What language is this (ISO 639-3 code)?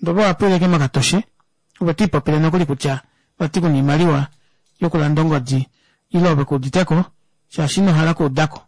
kua